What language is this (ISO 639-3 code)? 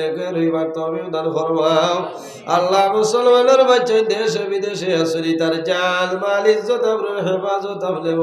syl